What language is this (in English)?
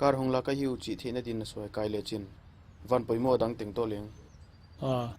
Paite Chin